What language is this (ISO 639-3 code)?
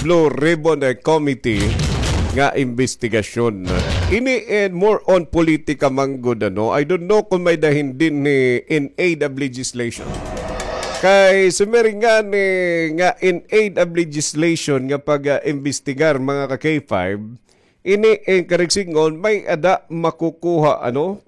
war